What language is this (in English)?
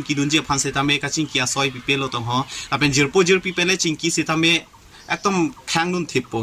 Karbi